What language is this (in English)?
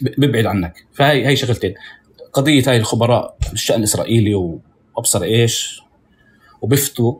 North Levantine Arabic